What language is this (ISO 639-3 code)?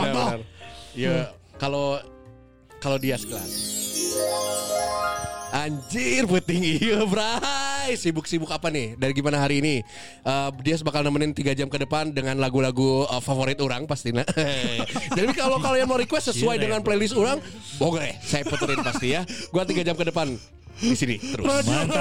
ind